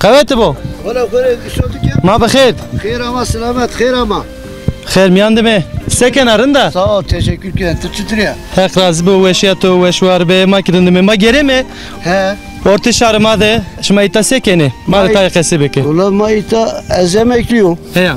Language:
Zaza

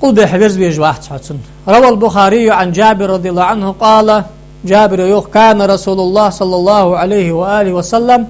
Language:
Ingush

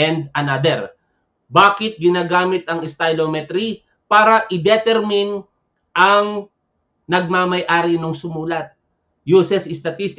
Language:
Filipino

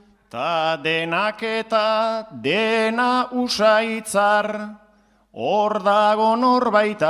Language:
Basque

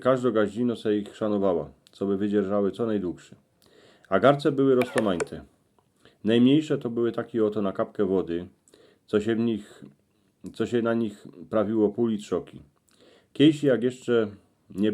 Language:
Silesian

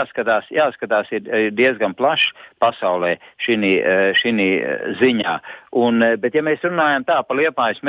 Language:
Latvian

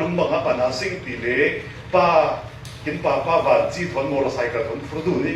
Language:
Falam Chin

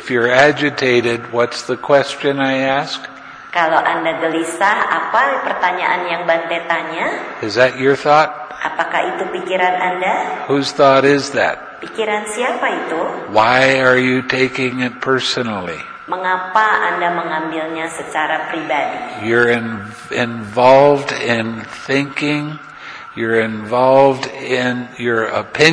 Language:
Indonesian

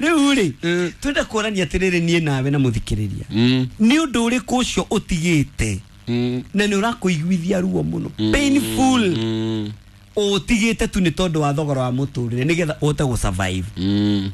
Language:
Kikuyu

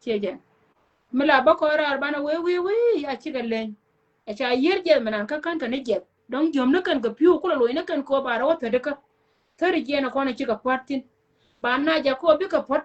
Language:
Nuer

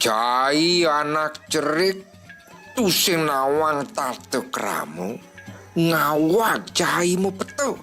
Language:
Balinese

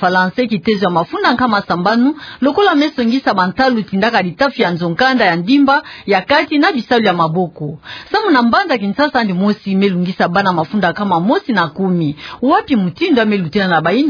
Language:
Kituba (Democratic Republic of Congo)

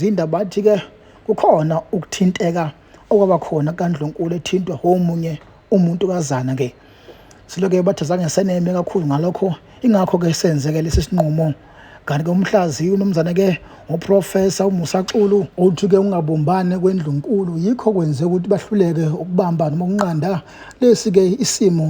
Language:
Zulu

